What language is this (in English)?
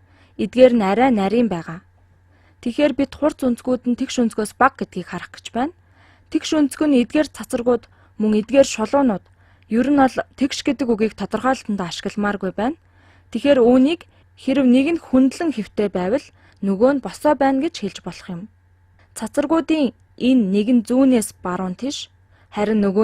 Mongolian